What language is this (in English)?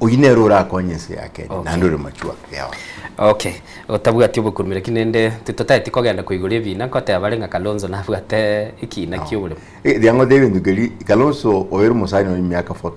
Gusii